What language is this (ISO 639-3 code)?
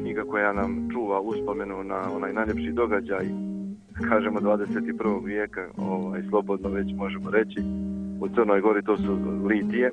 srp